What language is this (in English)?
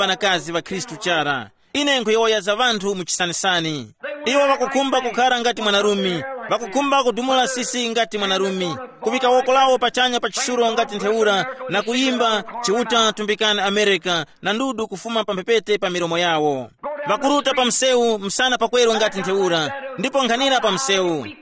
Tumbuka